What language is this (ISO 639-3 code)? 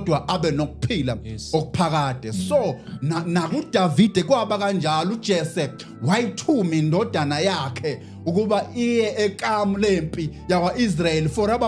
zul